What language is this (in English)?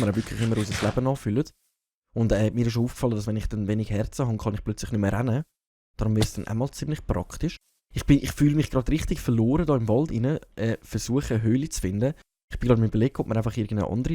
Swiss German